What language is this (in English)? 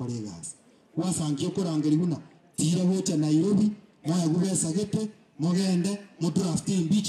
Gusii